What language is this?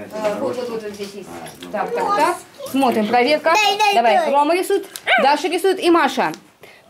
Russian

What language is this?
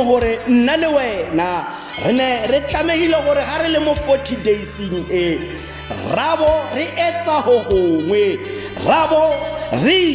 Tswana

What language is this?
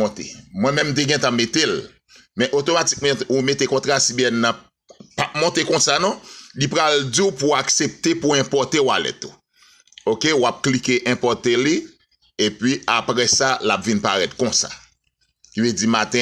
Haitian Creole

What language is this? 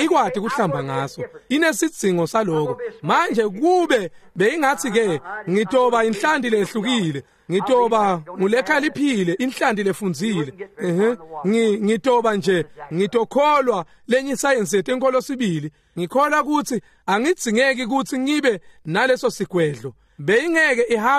Swati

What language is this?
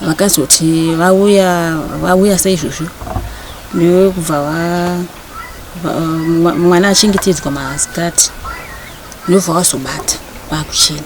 Shona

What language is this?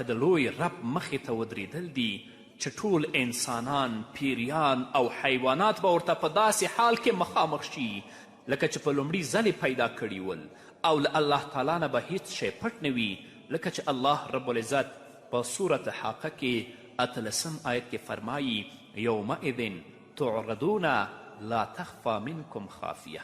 Pashto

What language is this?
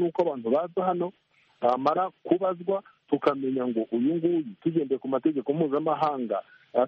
Kinyarwanda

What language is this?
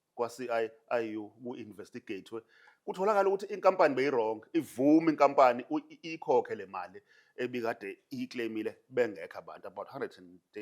Zulu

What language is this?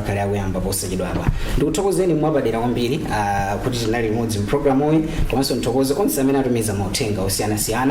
Nyanja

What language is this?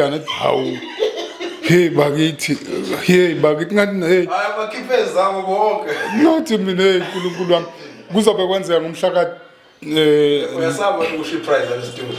Zulu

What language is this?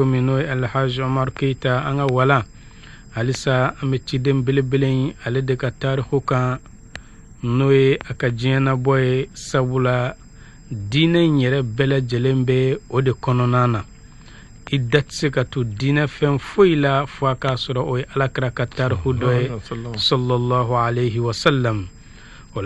Bambara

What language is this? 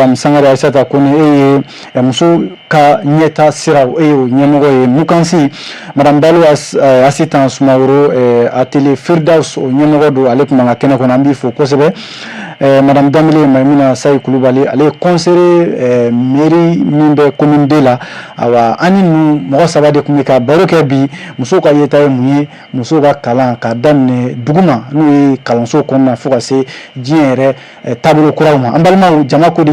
Bambara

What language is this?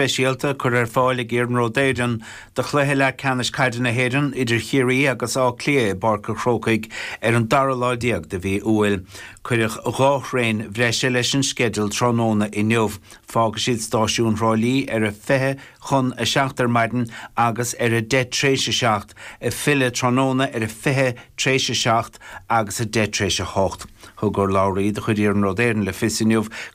Irish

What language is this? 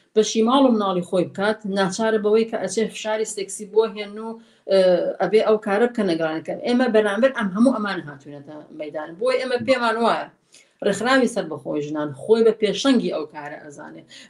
Central Kurdish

